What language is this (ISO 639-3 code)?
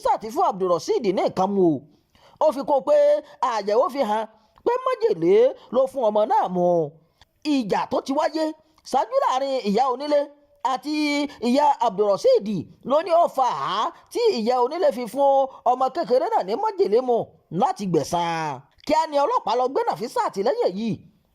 yor